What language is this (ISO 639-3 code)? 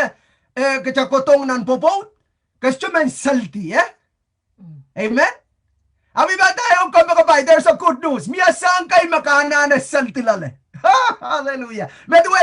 pon